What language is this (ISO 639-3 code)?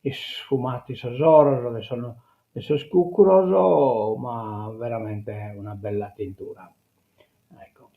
srd